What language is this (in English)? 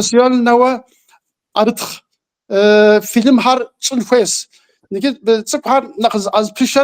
Kabardian